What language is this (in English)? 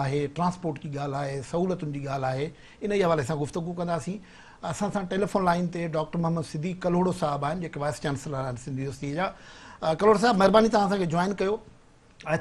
Sindhi